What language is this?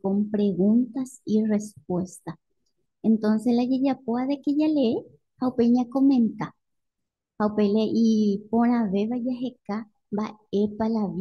Guarani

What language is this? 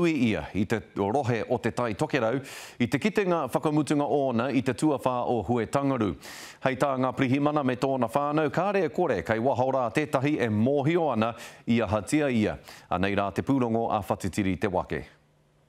Māori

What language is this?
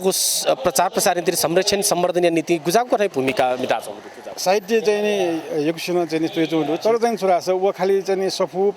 Newari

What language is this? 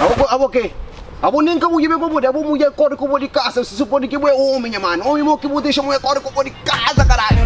Kabuverdianu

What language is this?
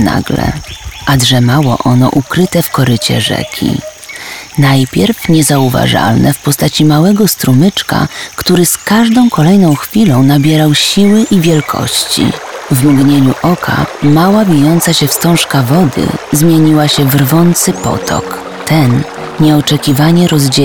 Polish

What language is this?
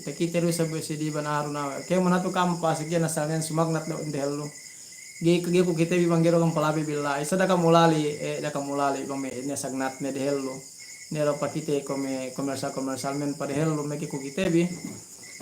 Yakan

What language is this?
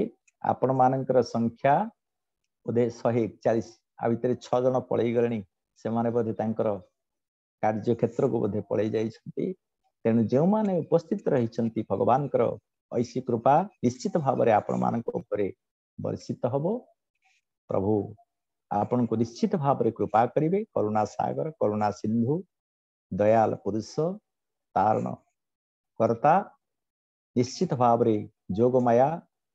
Odia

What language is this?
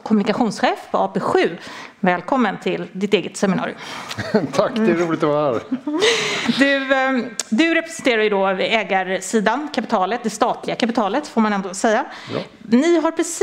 Swedish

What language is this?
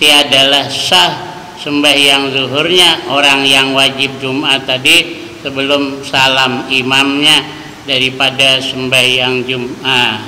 Banjar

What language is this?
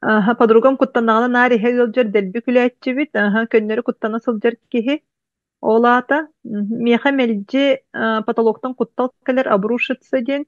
Yakut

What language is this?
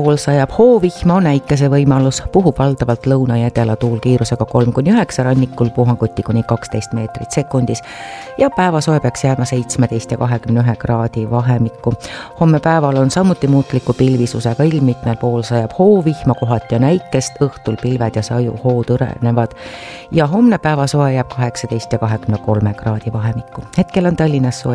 Estonian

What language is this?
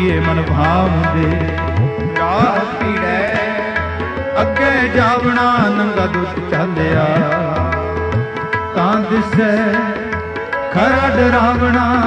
Punjabi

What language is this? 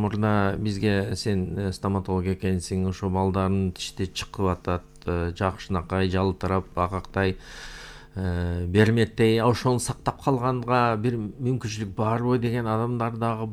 Kyrgyz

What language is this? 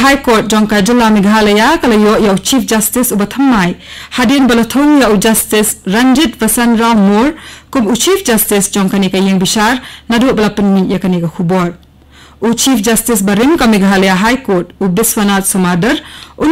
Khasi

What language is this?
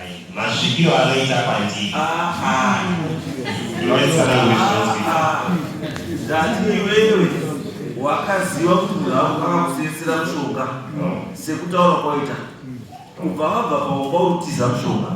Shona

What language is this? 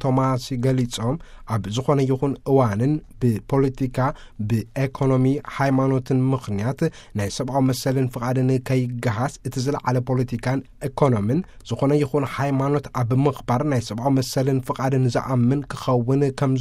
Tigrinya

